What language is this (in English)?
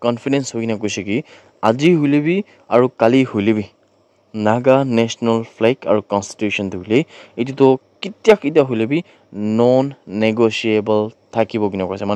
Naga Pidgin